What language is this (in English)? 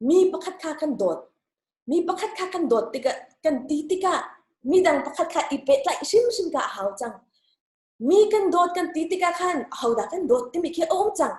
Hakha Chin